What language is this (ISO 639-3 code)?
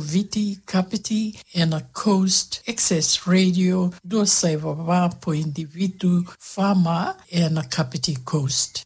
fij